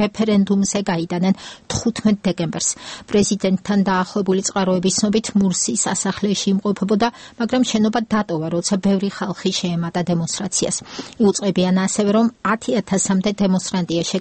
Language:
Georgian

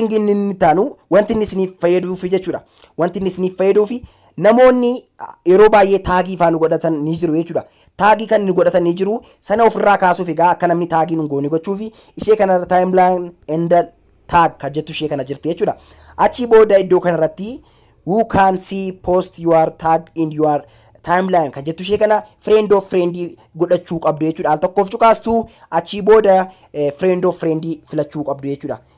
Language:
Oromo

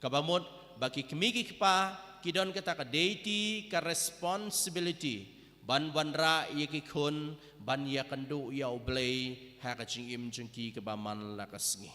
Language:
Khasi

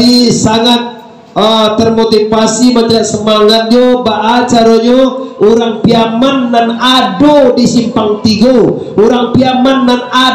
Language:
Minangkabau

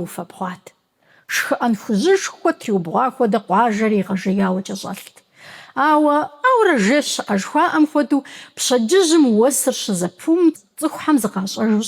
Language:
Kabardian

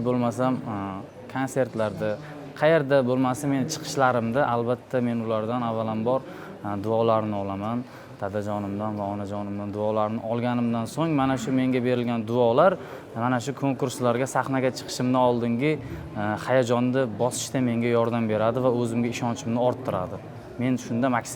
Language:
Uzbek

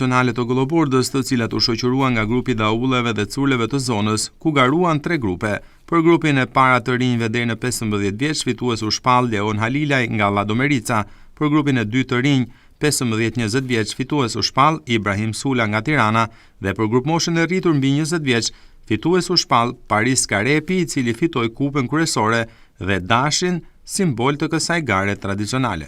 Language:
Albanian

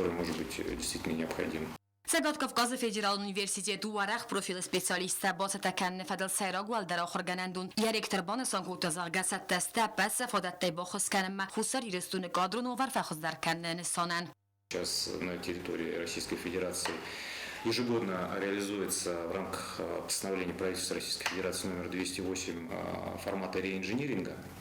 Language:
Ossetic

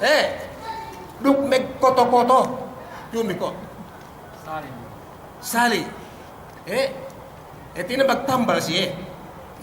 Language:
Yakan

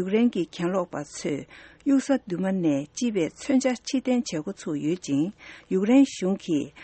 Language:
Tibetan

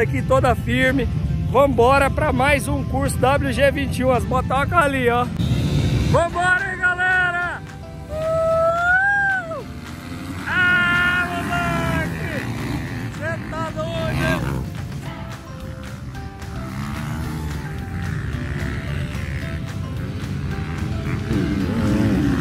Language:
Portuguese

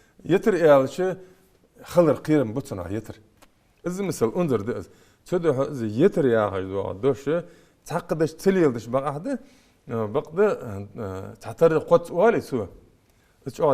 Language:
Ingush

